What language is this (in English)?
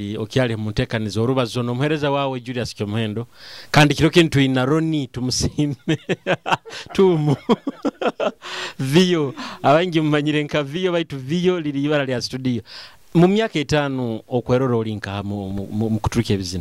Nyoro